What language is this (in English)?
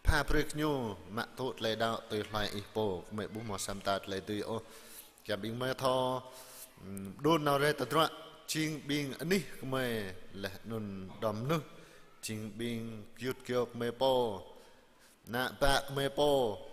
Jarai